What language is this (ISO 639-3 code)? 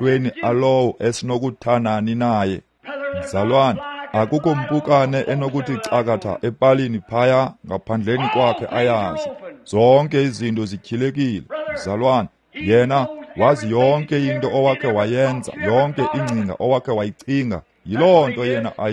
xho